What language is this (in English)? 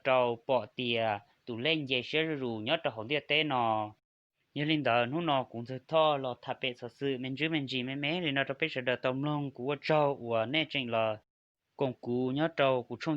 Hmong